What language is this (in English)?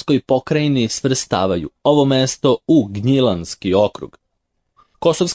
Serbian